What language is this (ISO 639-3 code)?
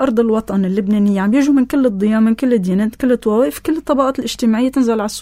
apc